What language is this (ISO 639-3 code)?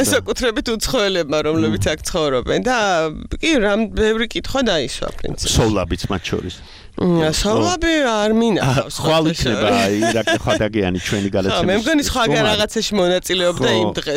kat